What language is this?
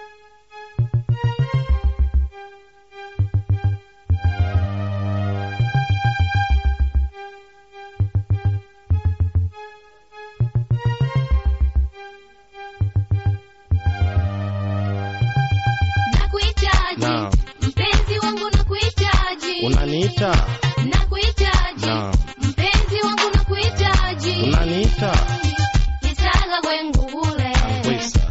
Swahili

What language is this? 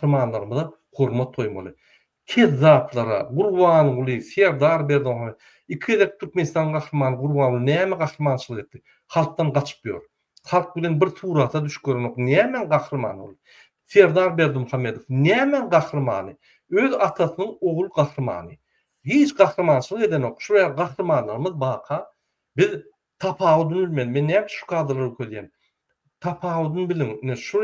Turkmen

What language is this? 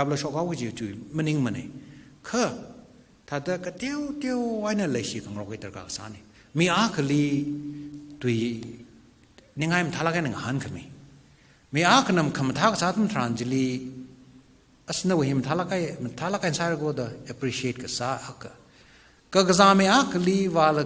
Tangkhul Naga (India)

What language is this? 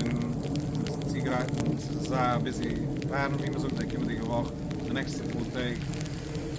Yiddish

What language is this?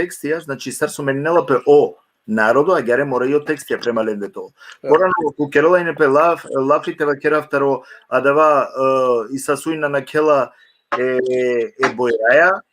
Balkan Romani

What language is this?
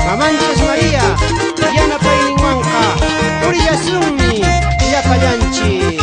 Quechua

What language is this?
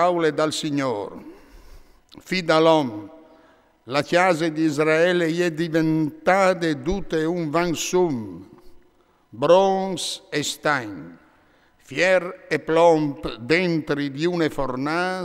Friulian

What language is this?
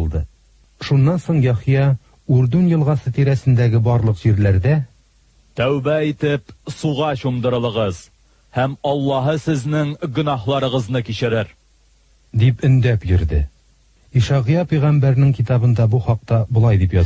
Tatar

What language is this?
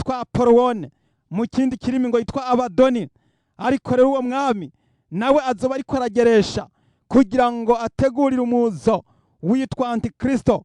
Rundi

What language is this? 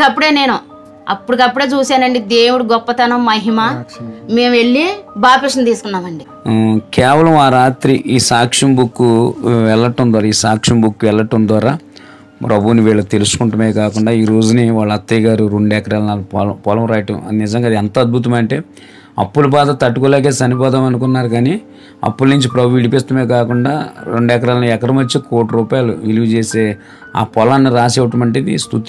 Telugu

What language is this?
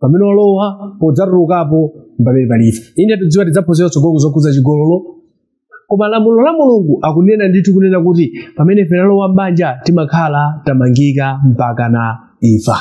Nyanja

